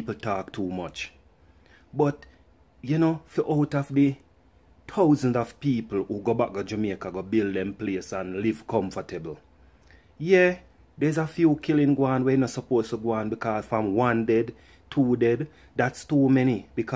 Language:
Jamaican Creole English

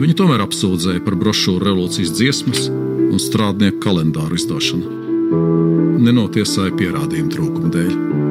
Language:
Latvian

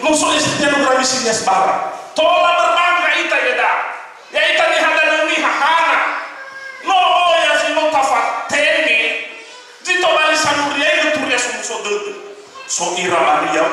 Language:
Nias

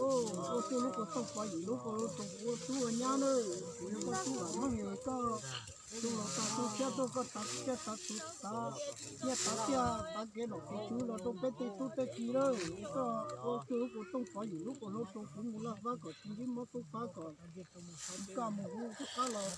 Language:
Hmong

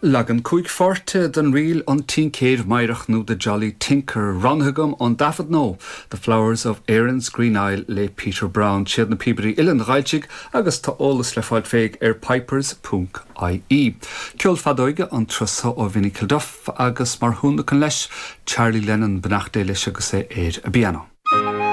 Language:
Irish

